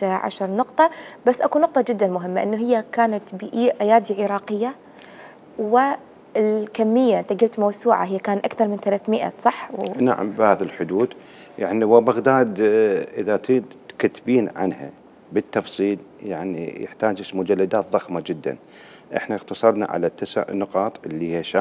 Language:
Mesopotamian Arabic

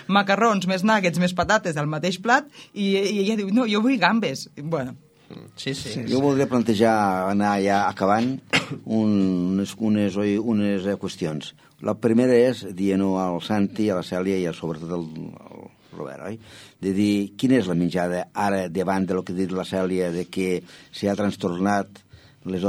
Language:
Catalan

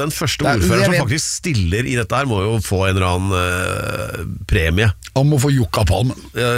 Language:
Norwegian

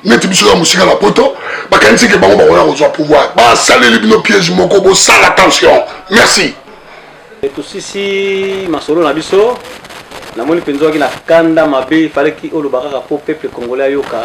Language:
Lingala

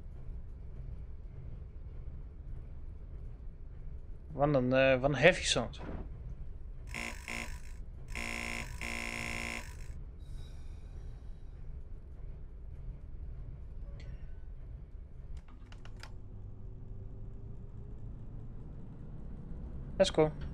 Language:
Dutch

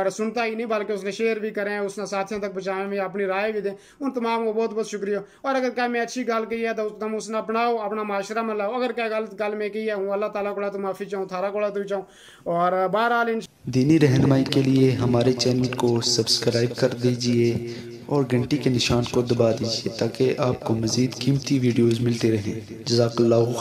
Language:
Gujari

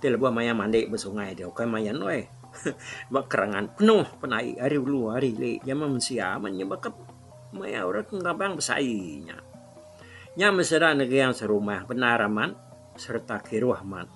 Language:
Iban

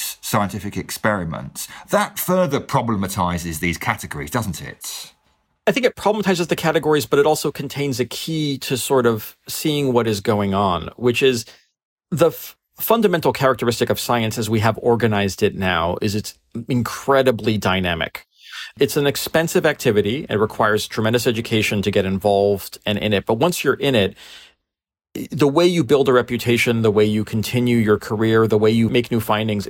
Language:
English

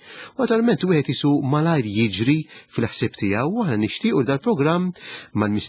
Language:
Maltese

